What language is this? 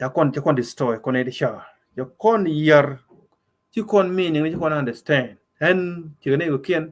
Nuer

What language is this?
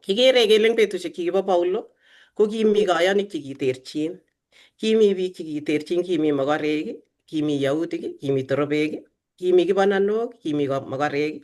Kalenjin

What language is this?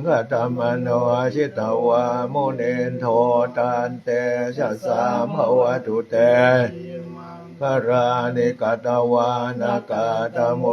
Pali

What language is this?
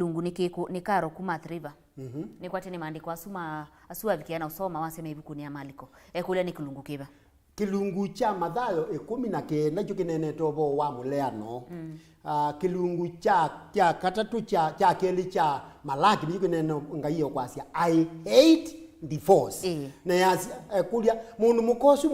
Kamba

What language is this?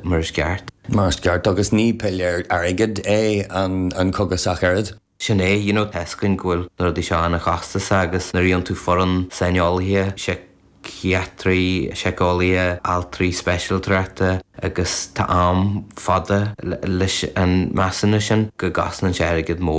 Irish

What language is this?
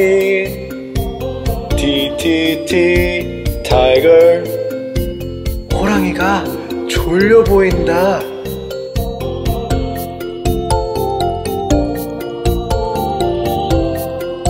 Korean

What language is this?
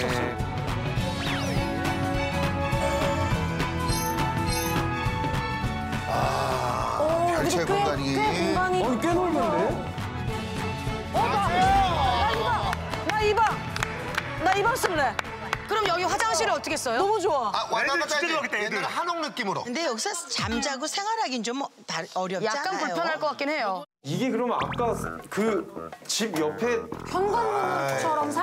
Korean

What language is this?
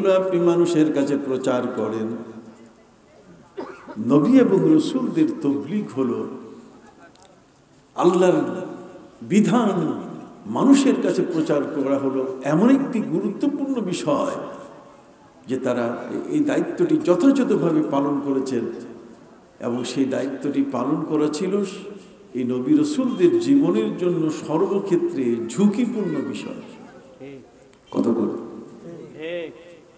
Bangla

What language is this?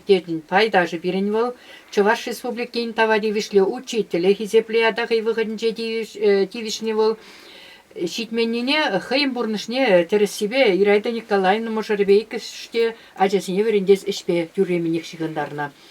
Chuvash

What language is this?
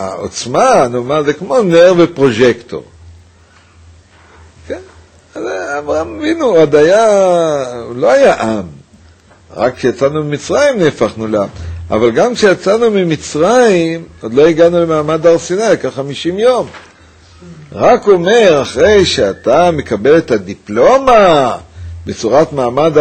Hebrew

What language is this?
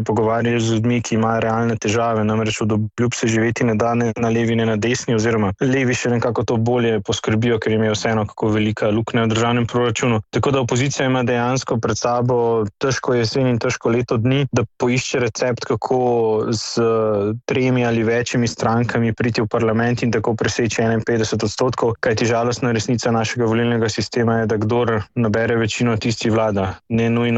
Slovenian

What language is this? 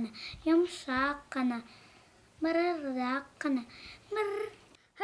Bashkir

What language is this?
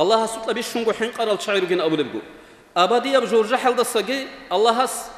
Avaric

